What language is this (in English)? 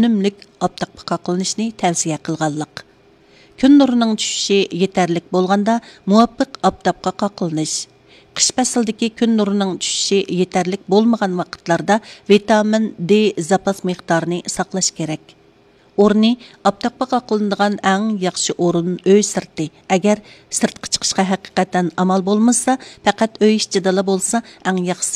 Uyghur